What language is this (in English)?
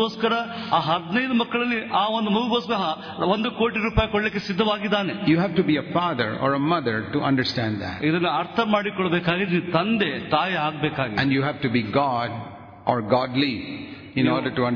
Kannada